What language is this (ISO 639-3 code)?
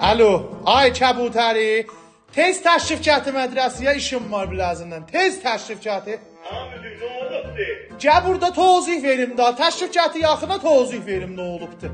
azb